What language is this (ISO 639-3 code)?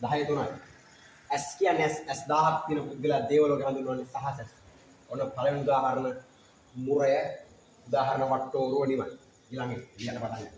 sin